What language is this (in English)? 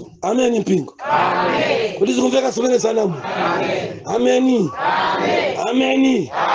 Nyanja